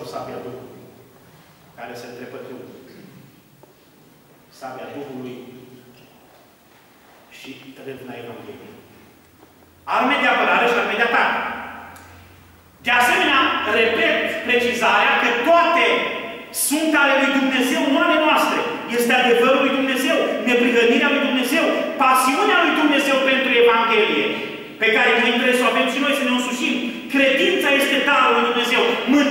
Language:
Romanian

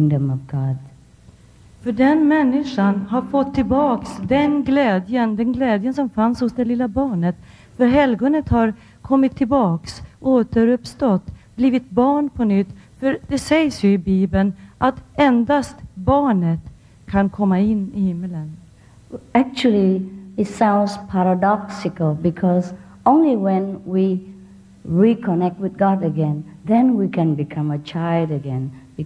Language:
Swedish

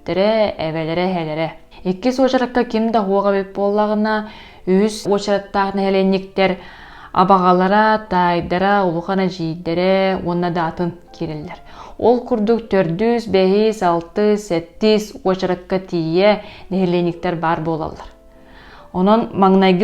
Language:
Yakut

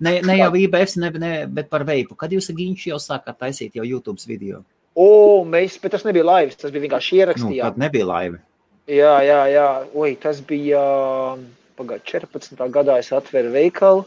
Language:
Latvian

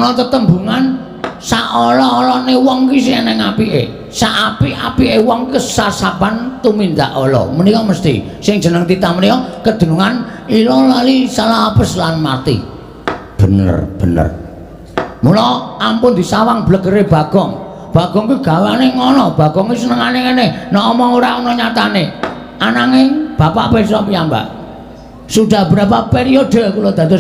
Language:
Javanese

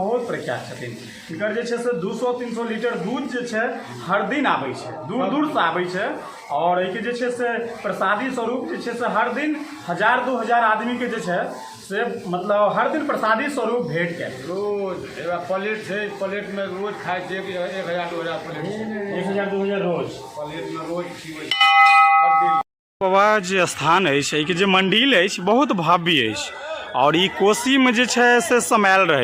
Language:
Maithili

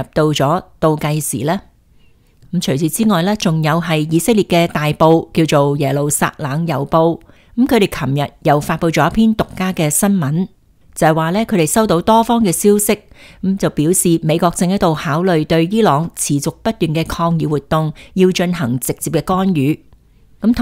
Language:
Cantonese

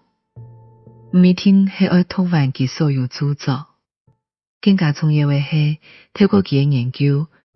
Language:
Hakka Chinese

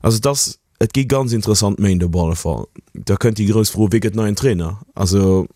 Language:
Luxembourgish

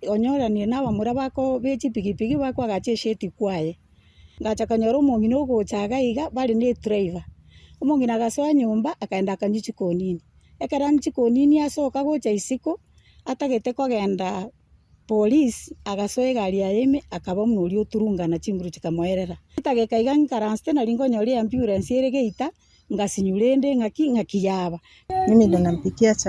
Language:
Gusii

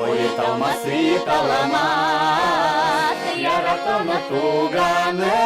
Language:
Udmurt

